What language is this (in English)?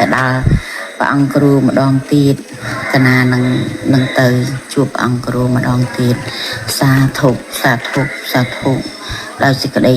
Khmer